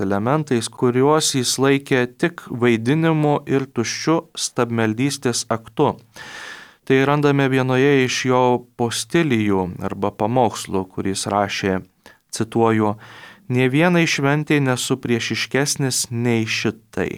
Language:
Lithuanian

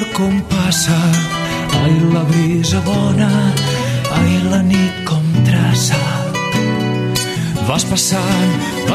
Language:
Catalan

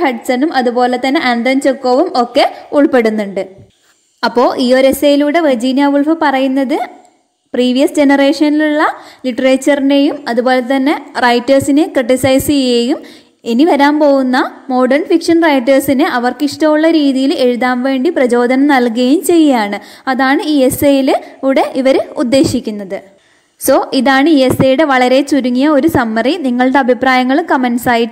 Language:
Malayalam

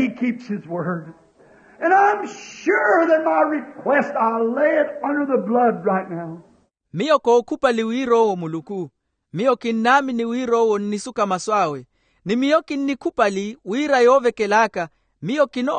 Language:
Makhuwa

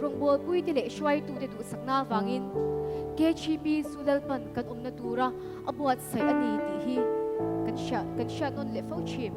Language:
Mizo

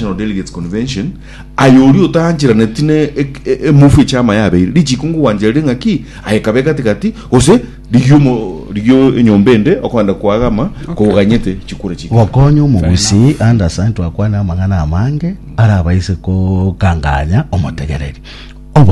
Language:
Gusii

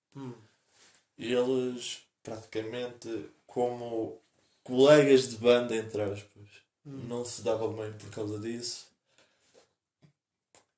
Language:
Portuguese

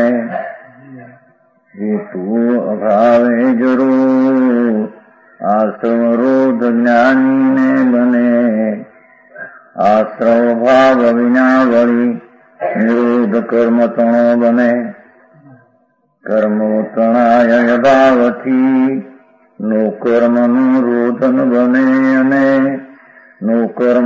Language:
Gujarati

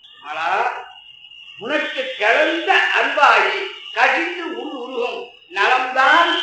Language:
Tamil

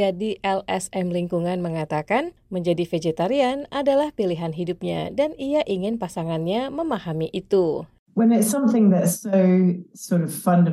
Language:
Indonesian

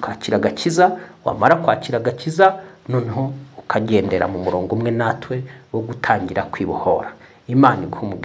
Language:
Kinyarwanda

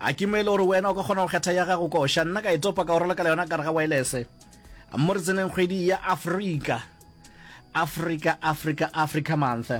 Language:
Northern Sotho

